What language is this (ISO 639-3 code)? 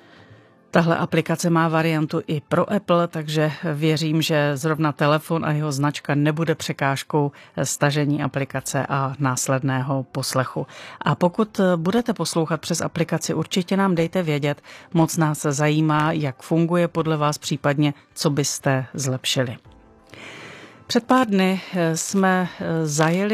ces